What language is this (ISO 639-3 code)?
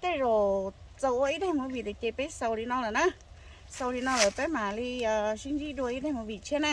hmn